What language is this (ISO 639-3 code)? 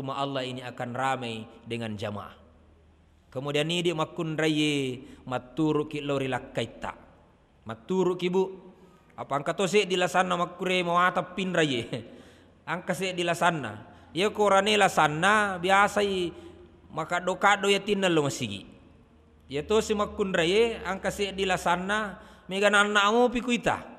bug